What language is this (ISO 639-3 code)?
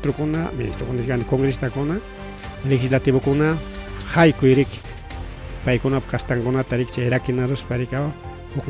quy